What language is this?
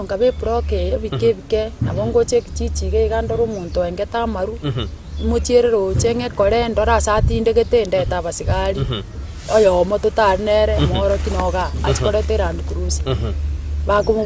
Gusii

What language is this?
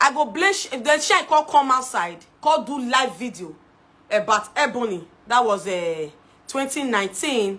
Nigerian Pidgin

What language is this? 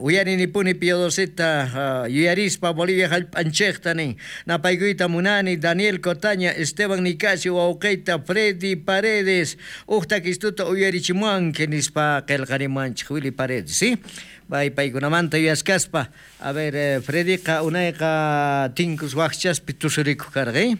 South Bolivian Quechua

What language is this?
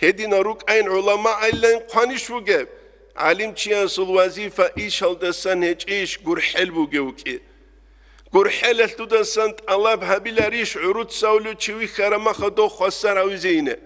Avaric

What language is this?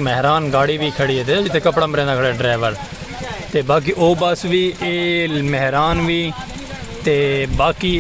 Saraiki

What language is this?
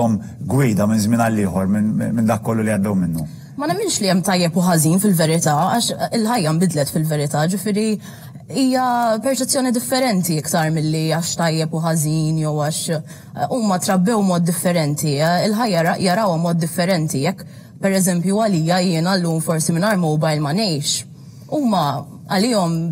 Maltese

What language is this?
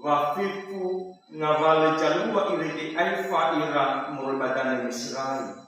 Nias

